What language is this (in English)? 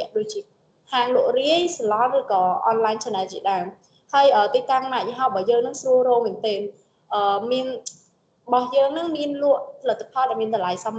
Khmer